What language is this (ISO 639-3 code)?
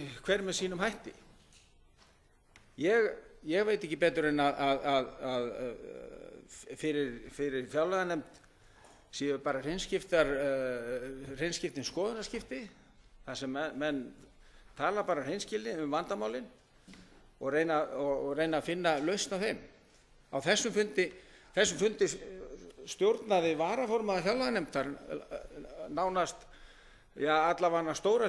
isl